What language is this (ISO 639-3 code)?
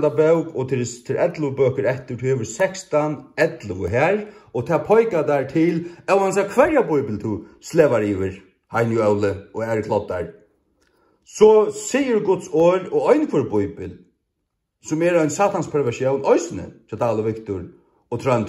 fao